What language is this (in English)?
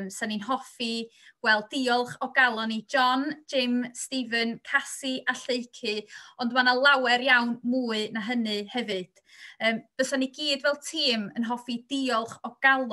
Welsh